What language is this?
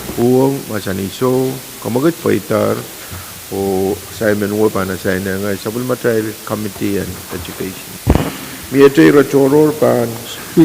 Pohnpeian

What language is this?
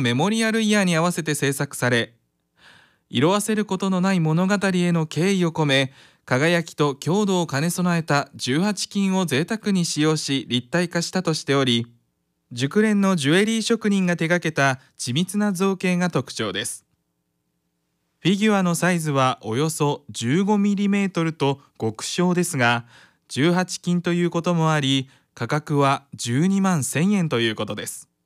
Japanese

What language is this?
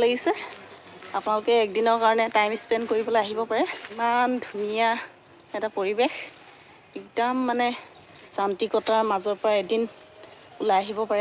Assamese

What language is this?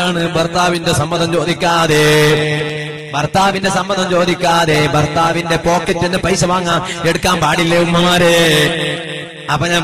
Malayalam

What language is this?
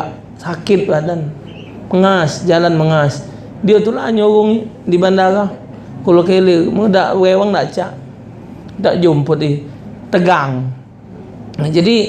Musi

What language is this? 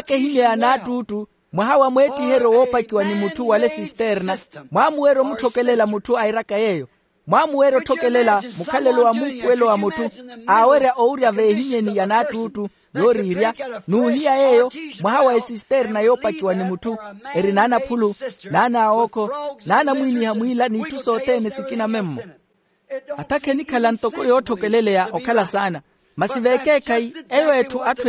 Makhuwa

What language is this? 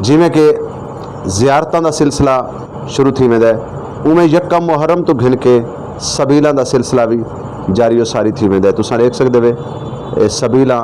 Saraiki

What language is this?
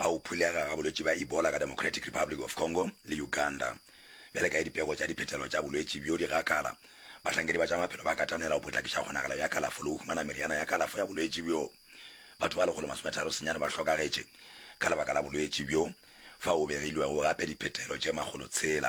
Northern Sotho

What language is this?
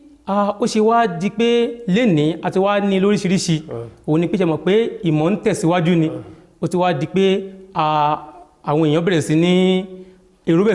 Yoruba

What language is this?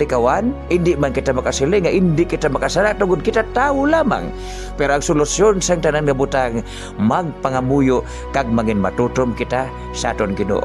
Hiligaynon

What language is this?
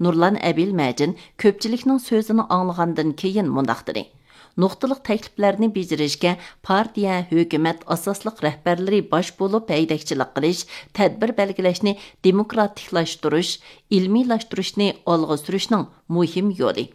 Uyghur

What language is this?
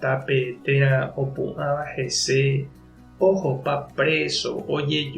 Guarani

